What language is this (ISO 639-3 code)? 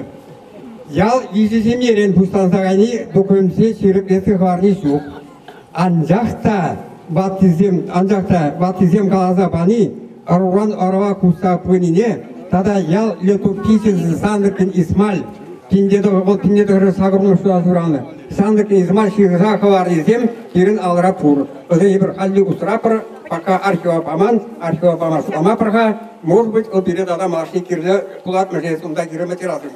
chv